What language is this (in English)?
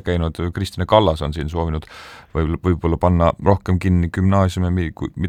Estonian